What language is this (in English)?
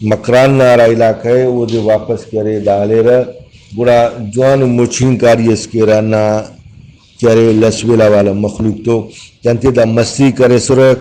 Brahui